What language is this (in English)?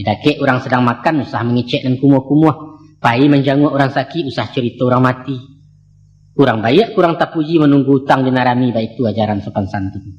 Minangkabau